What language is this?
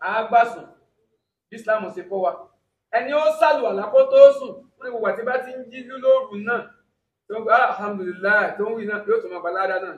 Yoruba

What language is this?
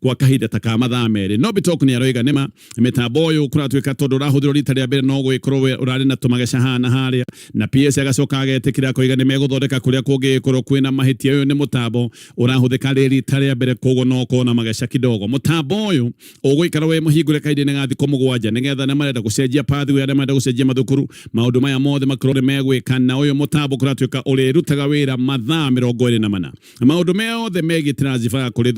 Kikuyu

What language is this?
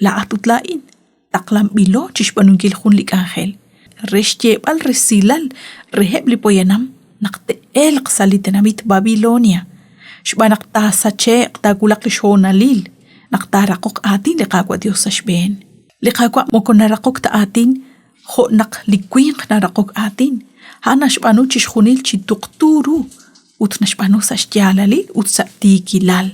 Kekchí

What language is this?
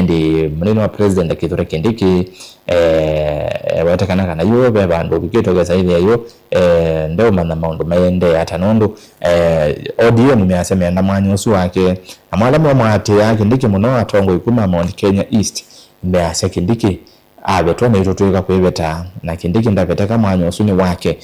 Kamba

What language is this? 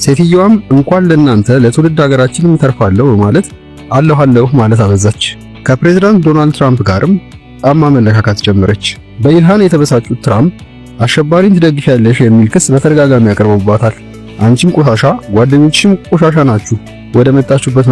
Amharic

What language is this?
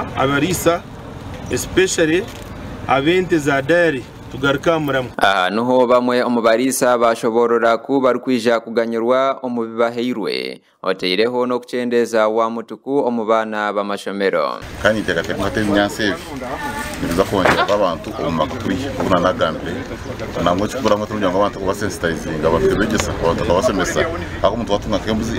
Nyankole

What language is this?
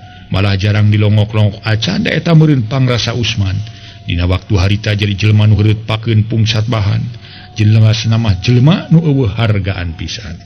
Sundanese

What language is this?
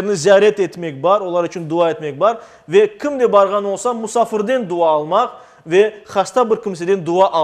Crimean Tatar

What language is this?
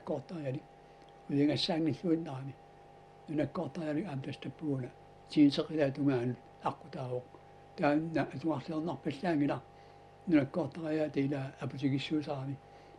Kalaallisut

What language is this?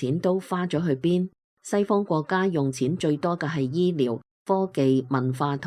Cantonese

